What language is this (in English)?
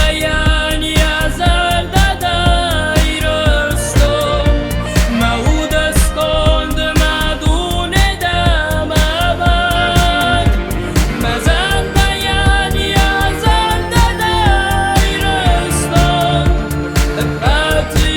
Ossetic